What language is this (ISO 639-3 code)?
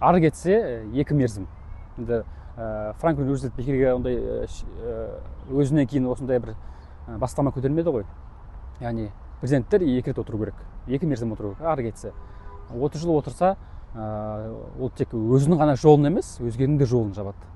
kaz